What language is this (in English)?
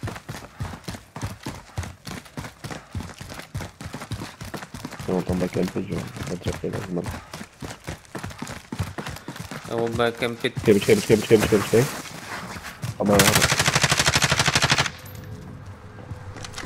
Czech